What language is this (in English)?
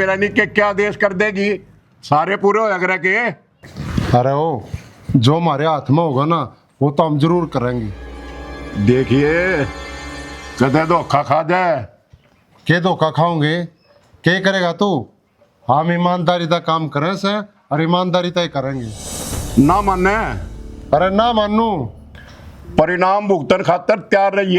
Haryanvi